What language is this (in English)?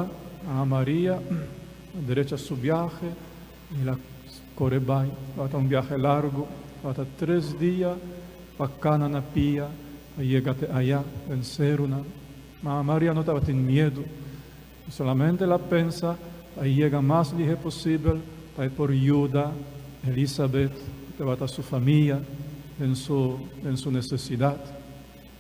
Papiamento